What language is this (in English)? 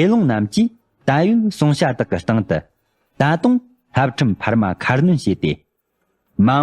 Tibetan